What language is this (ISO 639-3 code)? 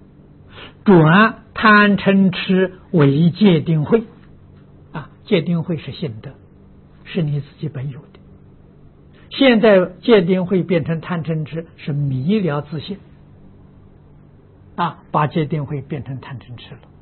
zho